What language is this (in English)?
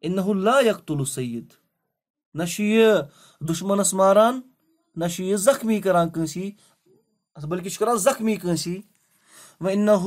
Kashmiri